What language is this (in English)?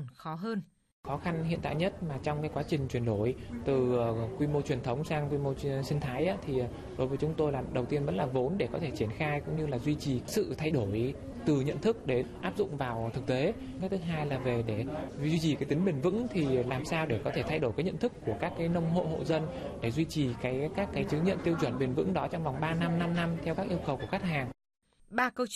Vietnamese